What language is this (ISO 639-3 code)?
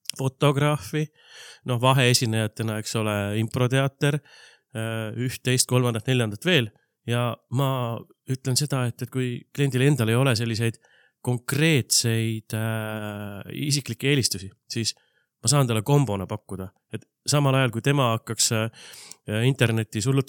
est